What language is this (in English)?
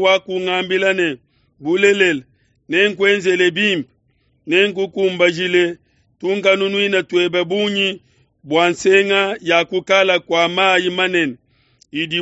Luba-Lulua